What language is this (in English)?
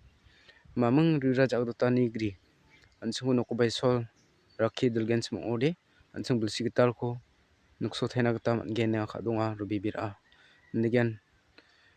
Garo